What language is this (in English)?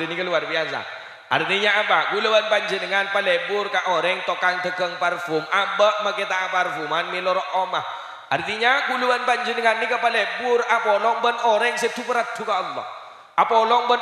Madurese